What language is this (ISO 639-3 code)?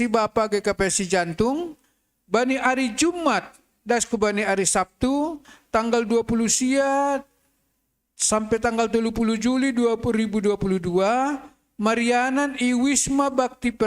bts